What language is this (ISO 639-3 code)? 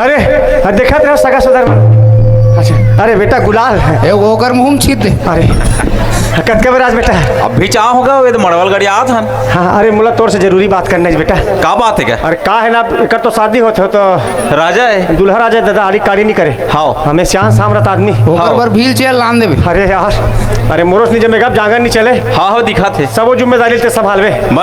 hne